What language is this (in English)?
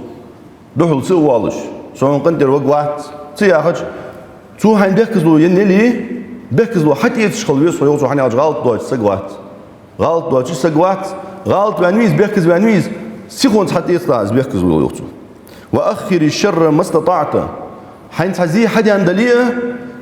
Ingush